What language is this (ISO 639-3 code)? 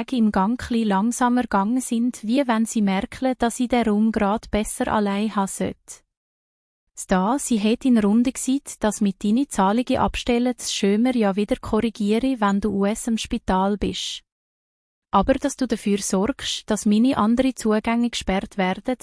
gsw